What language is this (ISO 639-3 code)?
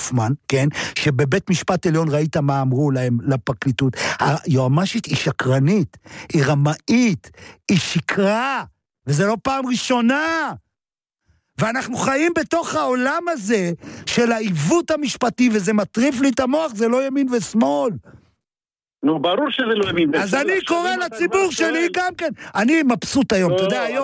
heb